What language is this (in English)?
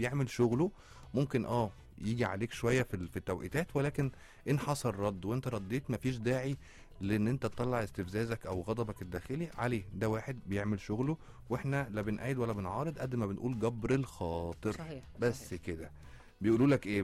Egyptian Arabic